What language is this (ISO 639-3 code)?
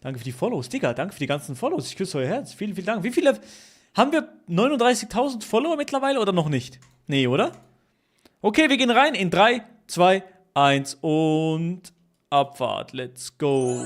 gsw